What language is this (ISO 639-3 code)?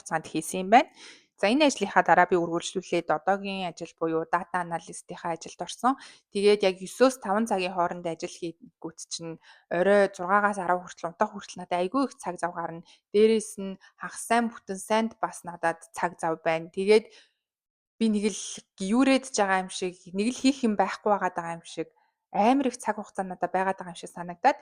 mon